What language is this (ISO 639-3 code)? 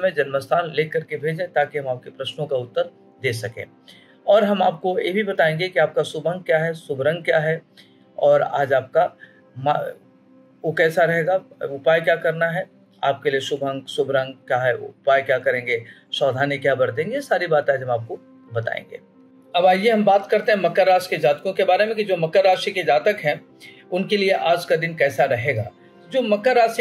hin